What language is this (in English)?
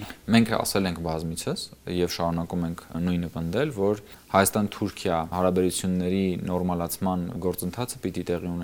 Armenian